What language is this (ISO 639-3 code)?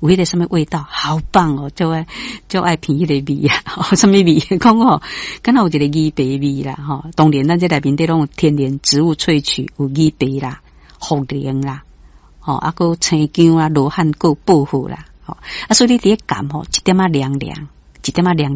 nan